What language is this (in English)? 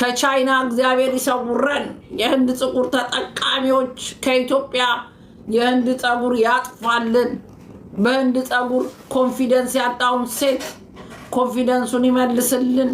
Amharic